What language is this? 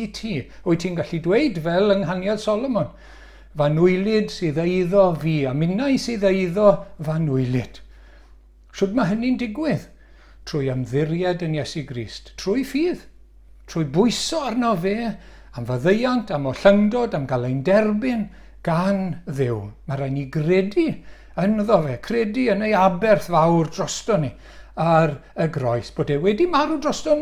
Welsh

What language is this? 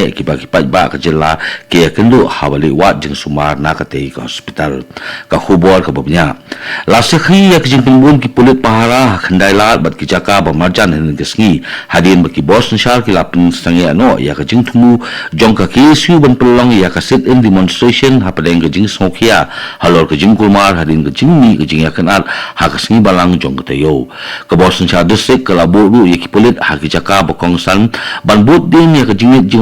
Khasi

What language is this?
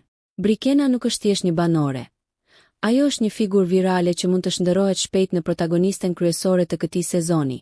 Albanian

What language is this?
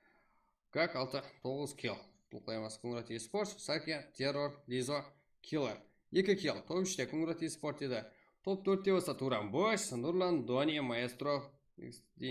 Kara-Kalpak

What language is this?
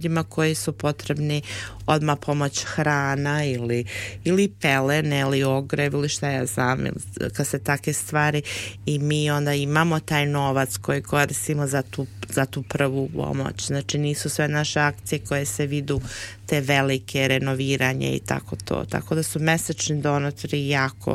Serbian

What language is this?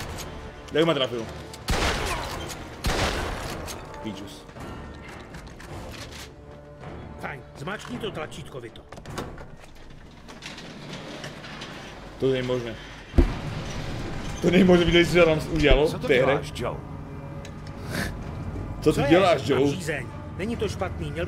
Czech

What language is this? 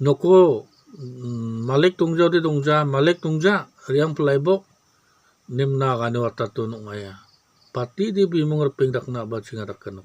Garo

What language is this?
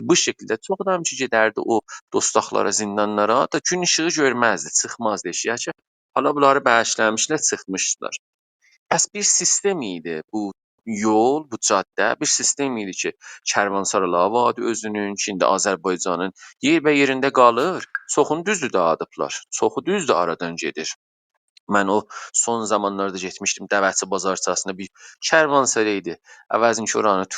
South Azerbaijani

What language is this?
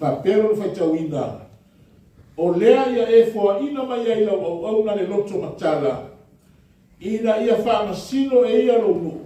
Samoan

